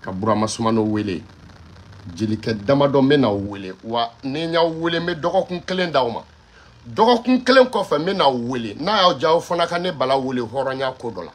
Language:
Bambara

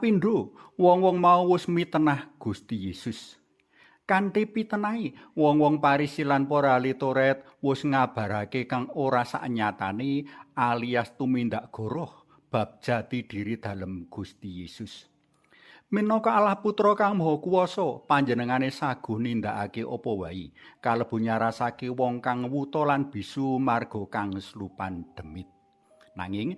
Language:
Javanese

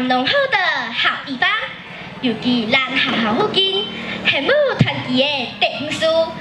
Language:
Min Nan Chinese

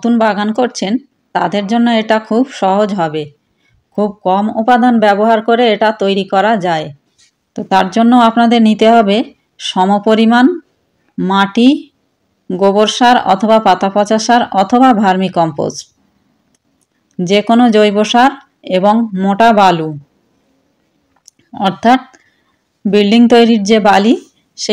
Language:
Bangla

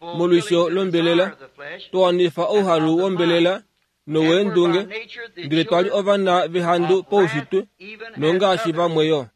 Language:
Kuanyama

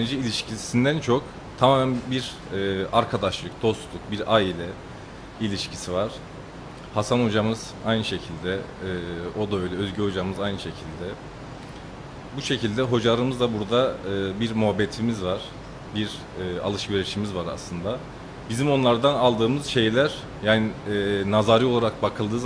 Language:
Turkish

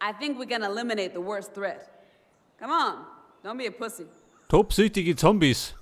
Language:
Bavarian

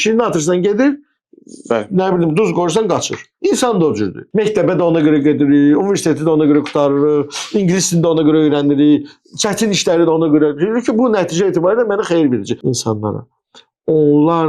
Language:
Azerbaijani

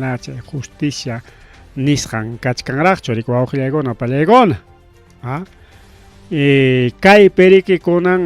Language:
Ayacucho Quechua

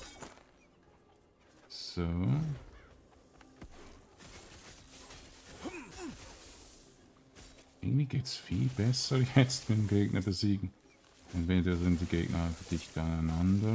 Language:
German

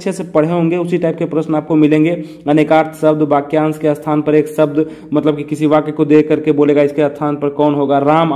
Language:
Hindi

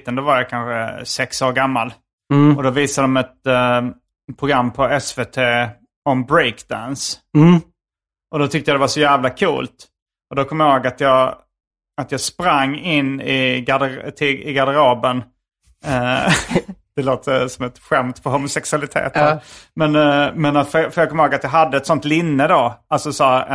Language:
Swedish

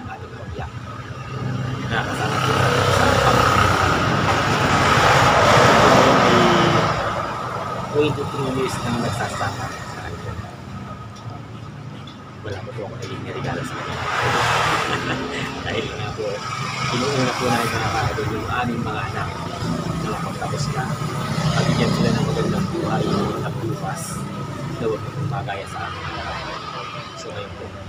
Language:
Filipino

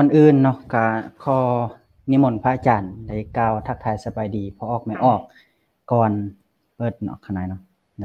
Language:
Lao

